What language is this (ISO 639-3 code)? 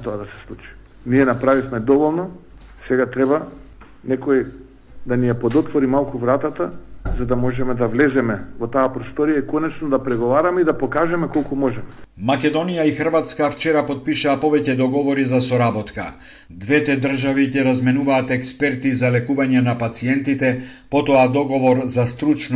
mkd